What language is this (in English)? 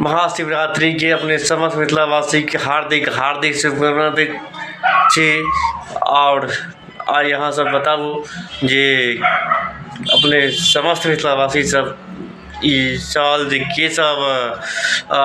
Maithili